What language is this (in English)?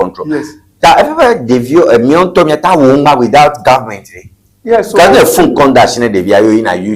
Ewe